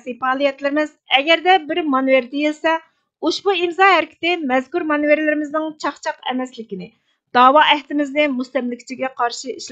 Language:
Uyghur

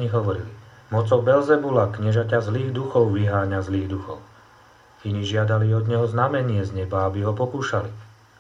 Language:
Slovak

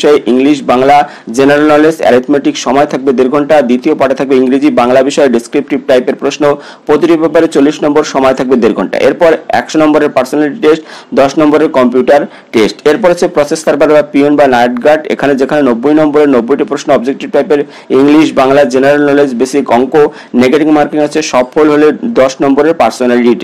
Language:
Bangla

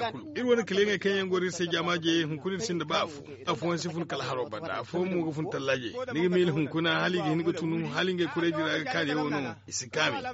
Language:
Zarma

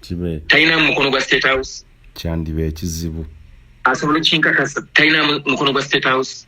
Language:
Ganda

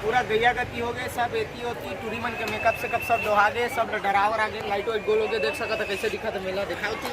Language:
Chhattisgarhi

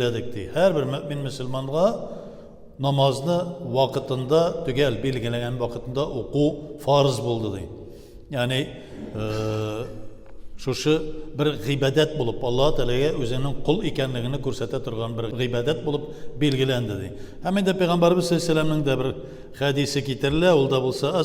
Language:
Tatar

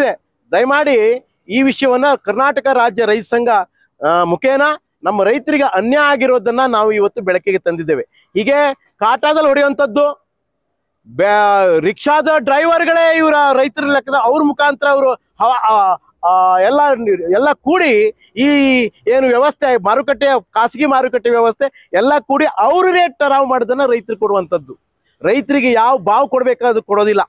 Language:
Kannada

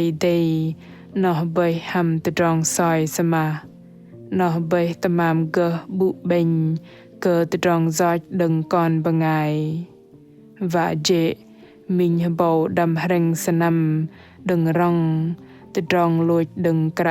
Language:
Bahnar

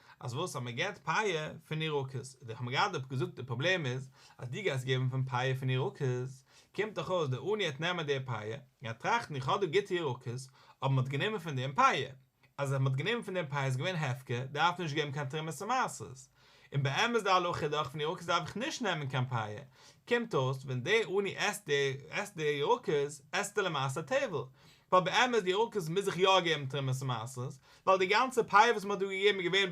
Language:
Yiddish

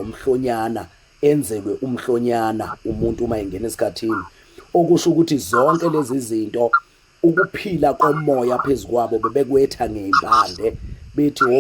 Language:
Zulu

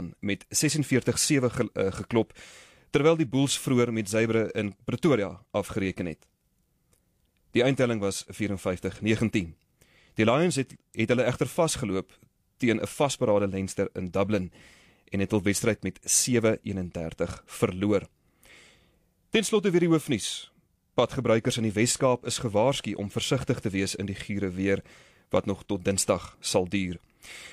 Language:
Afrikaans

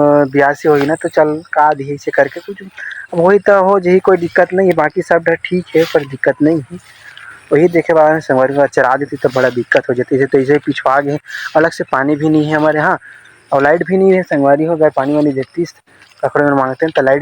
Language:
Chhattisgarhi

